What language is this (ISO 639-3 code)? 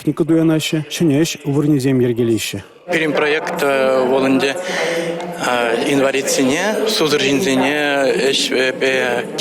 chv